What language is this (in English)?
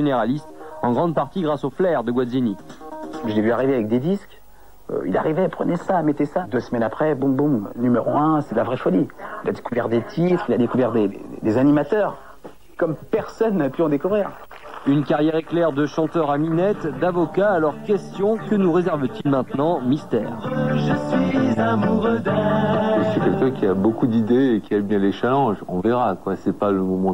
French